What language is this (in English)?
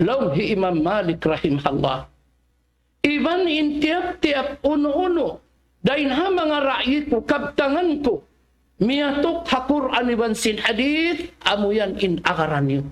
Tausug